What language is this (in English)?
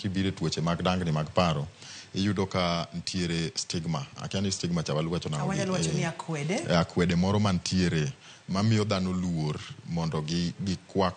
Luo (Kenya and Tanzania)